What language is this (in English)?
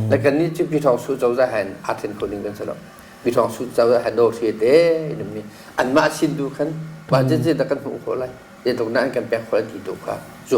Hakha Chin